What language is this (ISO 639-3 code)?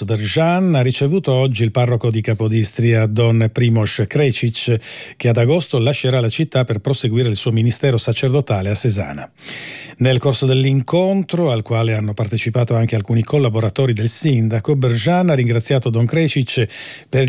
ita